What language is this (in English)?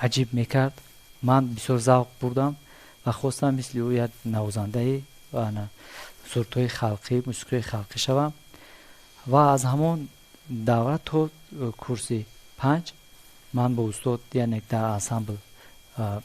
Tajik